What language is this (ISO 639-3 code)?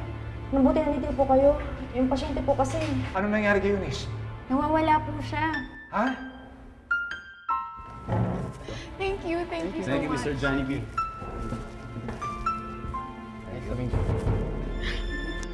fil